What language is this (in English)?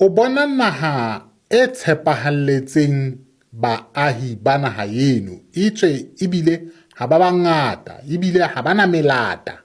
Southern Sotho